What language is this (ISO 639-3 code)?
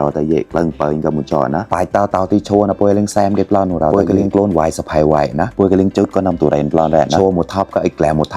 mnw